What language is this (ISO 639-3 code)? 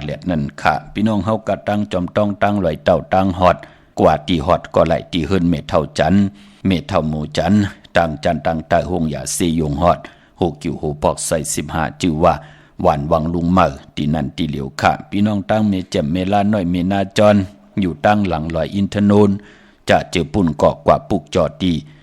shn